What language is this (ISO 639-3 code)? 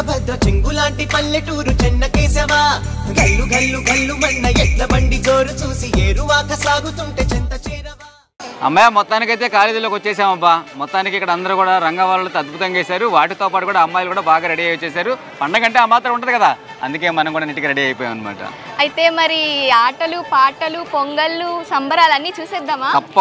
tel